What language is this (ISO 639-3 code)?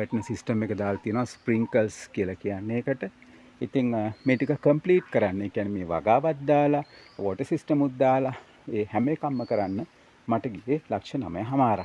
sin